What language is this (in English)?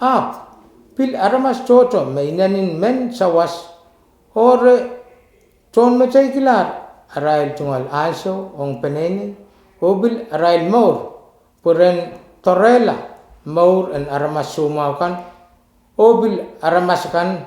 Pohnpeian